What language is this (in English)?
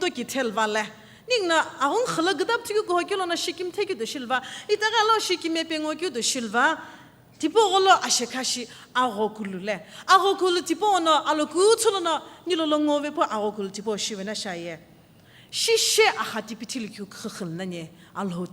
Sumi Naga